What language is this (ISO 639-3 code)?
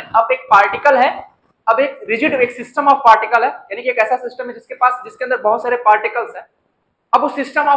hin